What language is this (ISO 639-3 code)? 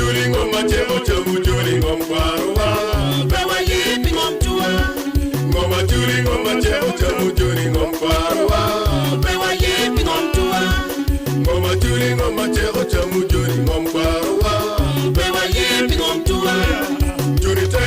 ach